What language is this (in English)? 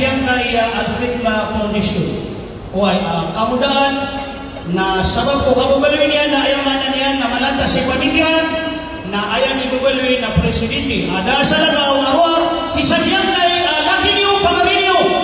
Maranao